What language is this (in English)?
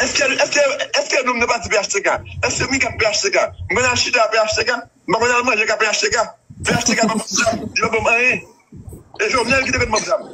Haitian Creole